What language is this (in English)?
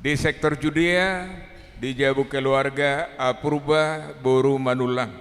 Batak Toba